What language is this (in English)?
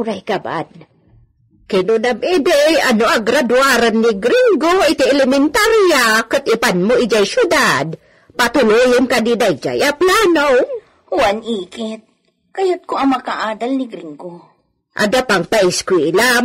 Iloko